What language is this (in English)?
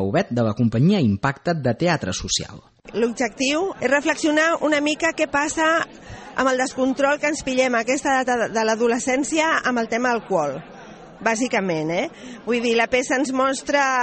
Catalan